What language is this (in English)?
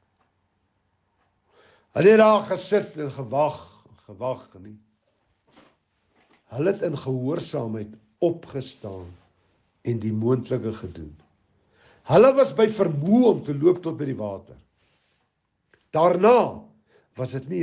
Afrikaans